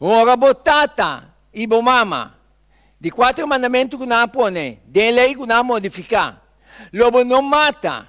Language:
Papiamento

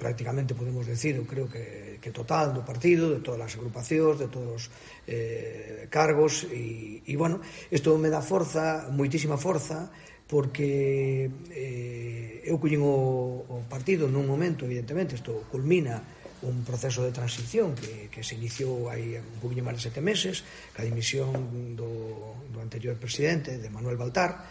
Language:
Galician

